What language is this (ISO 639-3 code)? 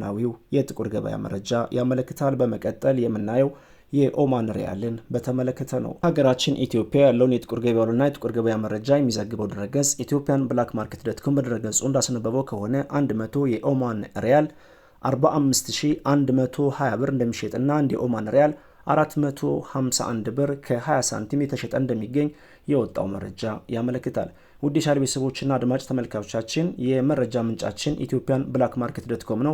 amh